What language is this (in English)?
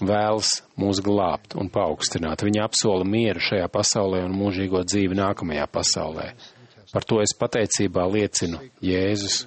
Latvian